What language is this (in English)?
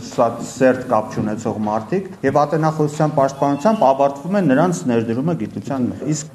Armenian